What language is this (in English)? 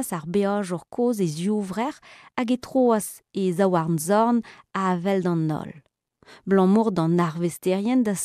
Breton